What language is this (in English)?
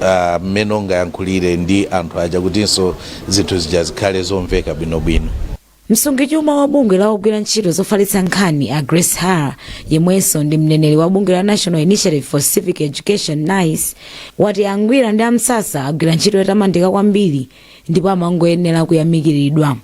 Nyanja